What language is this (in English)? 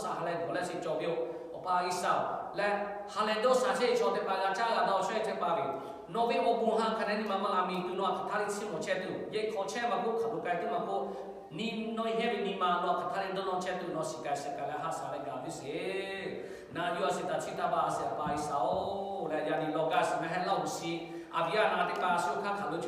Lahu